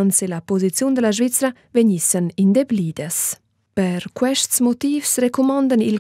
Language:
Romansh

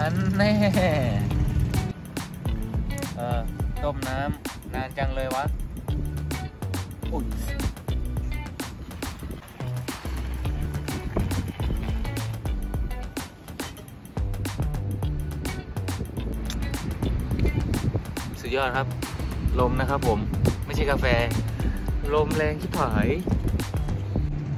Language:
Thai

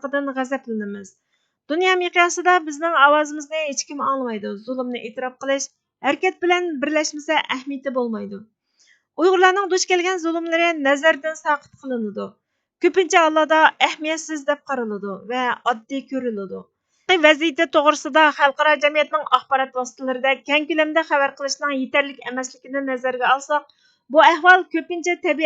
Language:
Uyghur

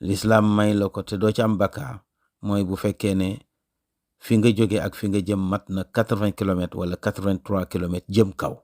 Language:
Wolof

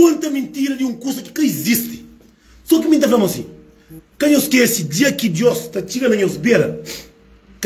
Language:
Kabuverdianu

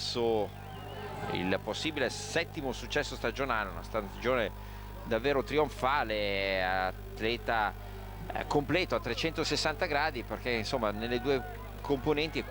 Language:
Italian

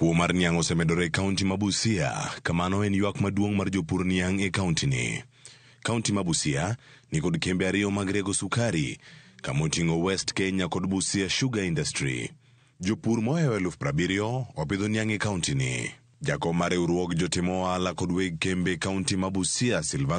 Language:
Luo (Kenya and Tanzania)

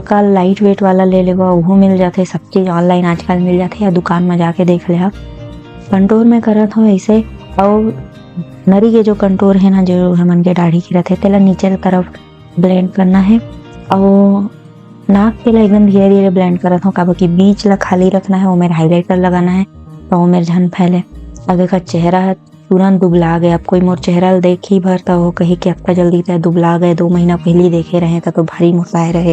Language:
Chhattisgarhi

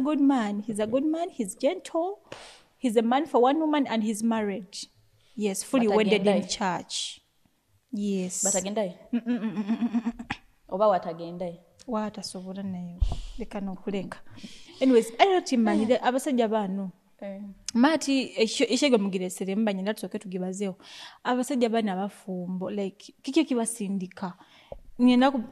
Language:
Nyoro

